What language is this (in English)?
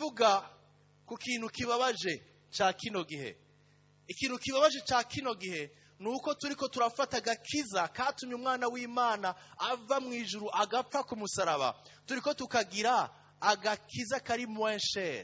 Rundi